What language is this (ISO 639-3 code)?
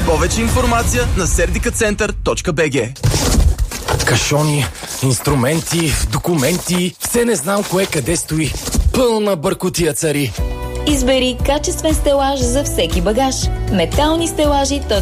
bul